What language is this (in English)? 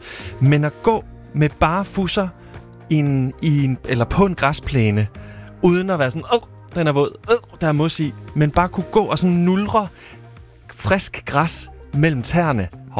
Danish